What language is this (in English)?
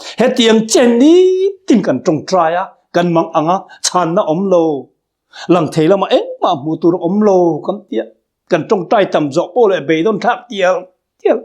Mizo